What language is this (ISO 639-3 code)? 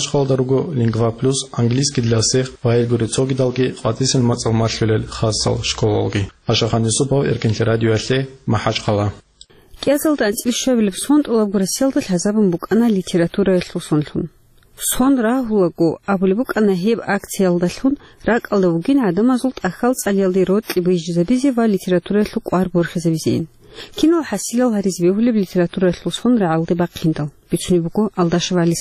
ava